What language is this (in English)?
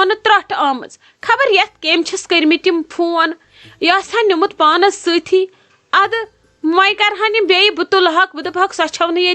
Kashmiri